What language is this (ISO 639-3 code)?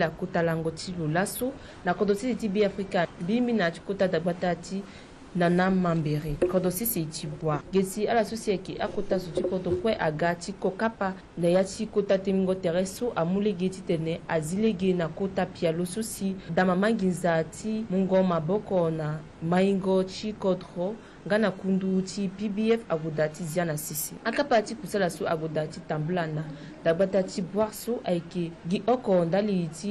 sag